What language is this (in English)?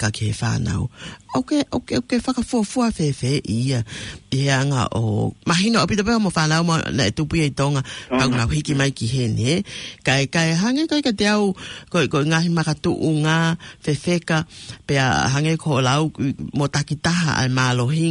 Tongan